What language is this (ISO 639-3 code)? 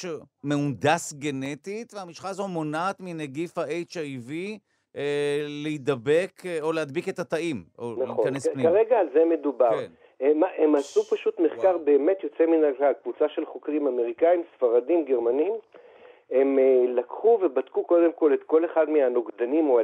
heb